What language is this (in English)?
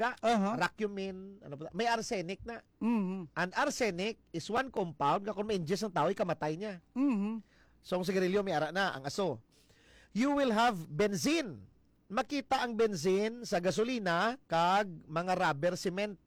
Hiligaynon